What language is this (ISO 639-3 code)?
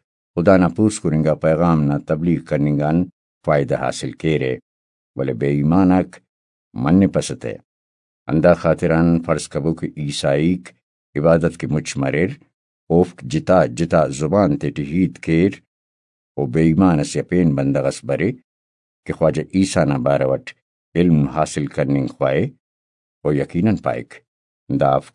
brh